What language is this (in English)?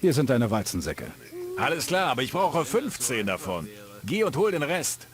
Bavarian